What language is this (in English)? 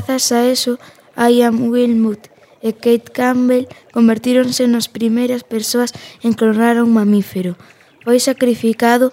Galician